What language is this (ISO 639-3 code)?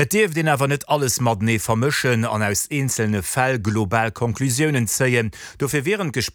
ltz